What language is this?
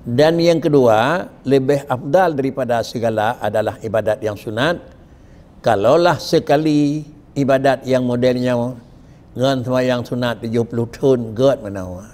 Achinese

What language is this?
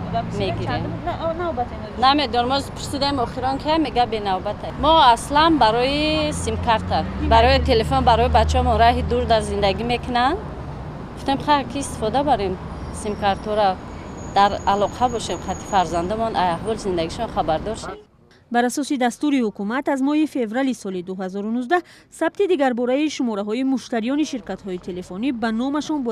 Tajik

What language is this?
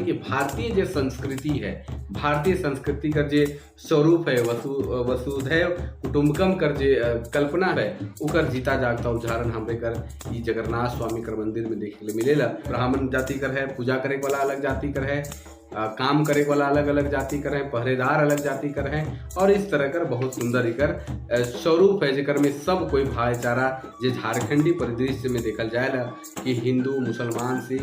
Sadri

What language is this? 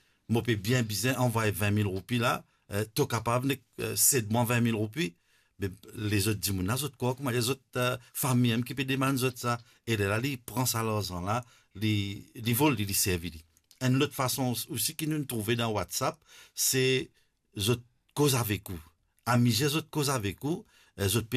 Morisyen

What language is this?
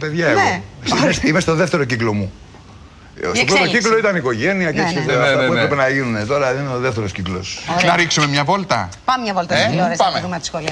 Greek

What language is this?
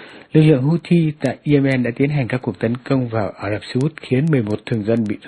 Vietnamese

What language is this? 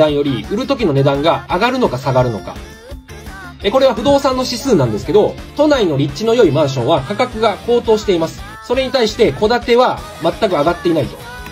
Japanese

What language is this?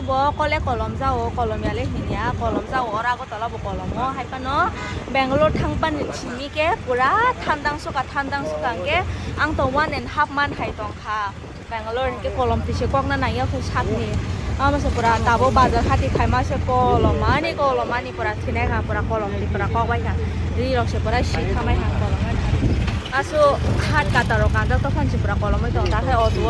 Kok Borok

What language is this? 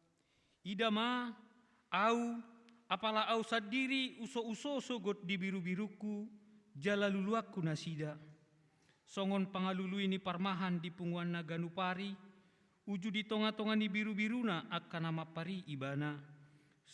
Batak Toba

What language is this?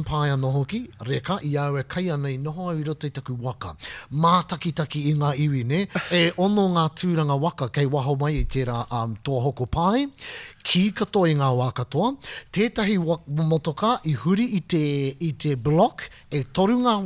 Māori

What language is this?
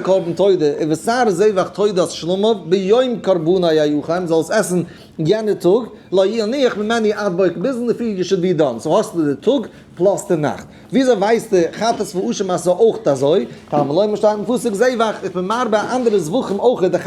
Yiddish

